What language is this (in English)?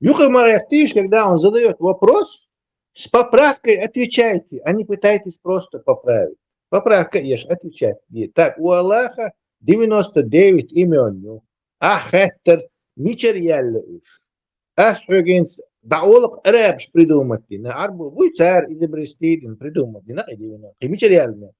Chechen